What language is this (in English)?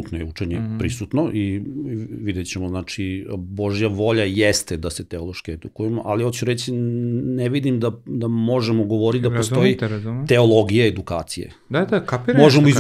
Serbian